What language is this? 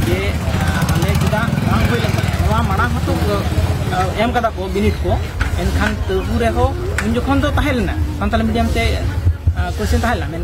Santali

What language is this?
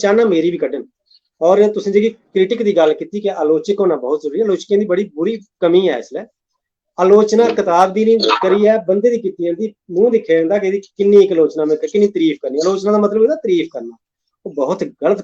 Dogri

